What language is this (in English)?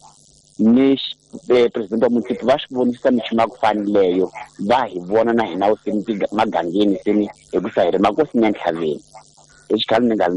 Tsonga